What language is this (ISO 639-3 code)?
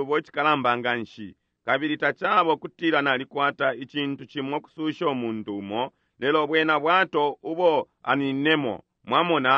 bem